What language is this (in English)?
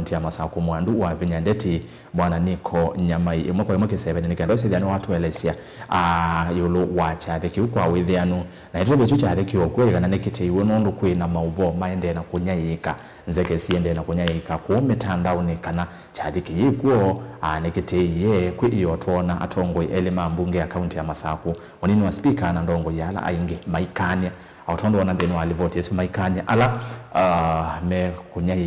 Kamba